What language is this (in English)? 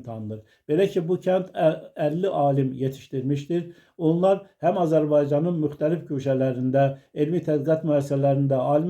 Azerbaijani